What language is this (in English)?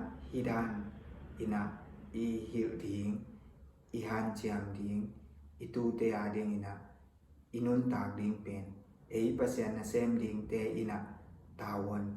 Tedim Chin